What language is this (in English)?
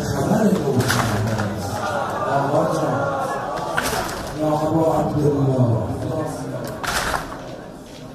Persian